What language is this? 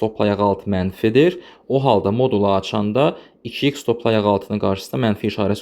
Azerbaijani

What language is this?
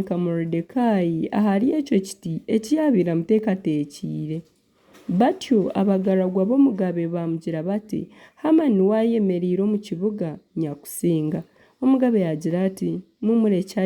Nyankole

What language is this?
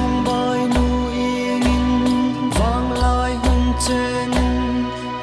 Hmar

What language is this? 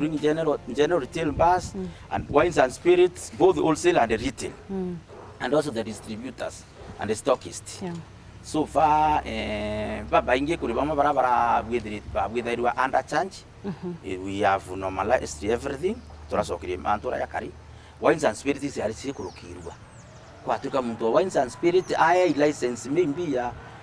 Meru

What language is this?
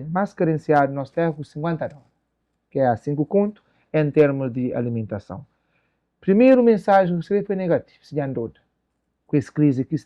Kabuverdianu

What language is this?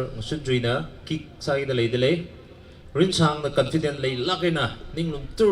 Tangkhul Naga (India)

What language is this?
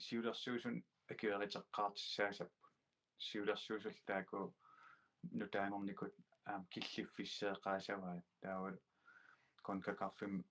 Kalaallisut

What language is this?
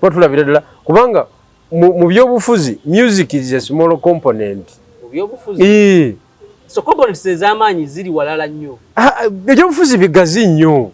Ganda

